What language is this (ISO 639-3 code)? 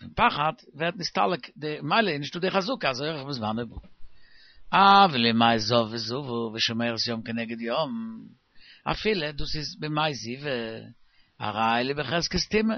yid